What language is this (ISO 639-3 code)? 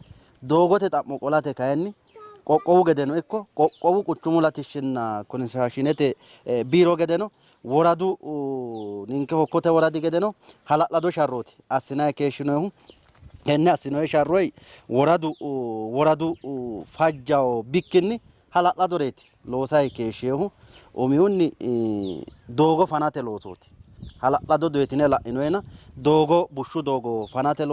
sid